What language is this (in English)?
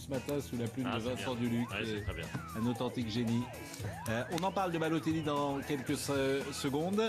French